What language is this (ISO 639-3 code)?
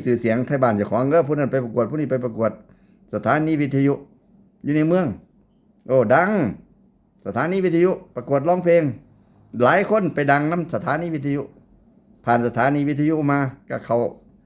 tts